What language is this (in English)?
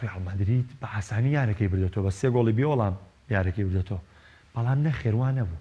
Central Kurdish